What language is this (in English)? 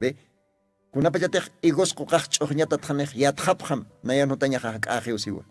Aymara